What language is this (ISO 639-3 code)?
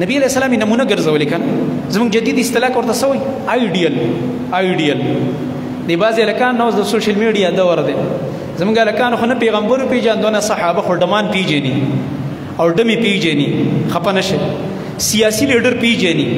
pus